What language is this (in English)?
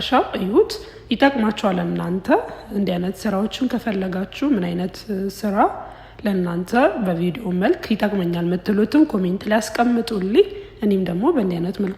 Amharic